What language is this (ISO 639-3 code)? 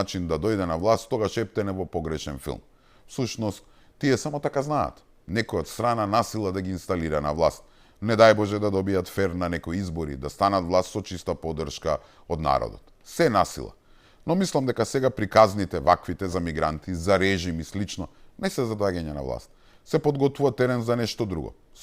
mkd